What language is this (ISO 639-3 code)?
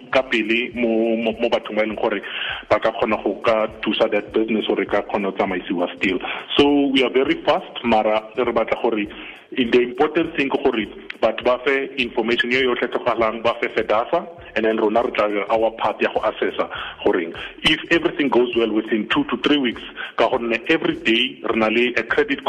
tsn